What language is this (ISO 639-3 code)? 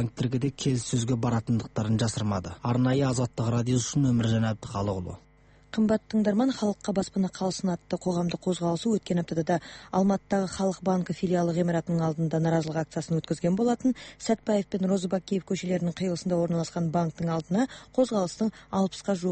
kaz